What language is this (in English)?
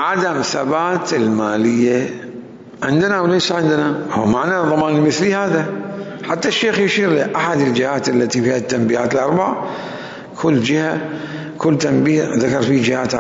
Mesopotamian Arabic